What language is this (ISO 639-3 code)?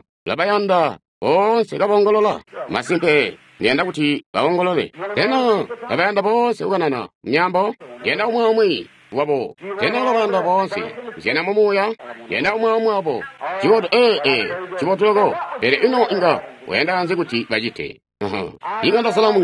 toi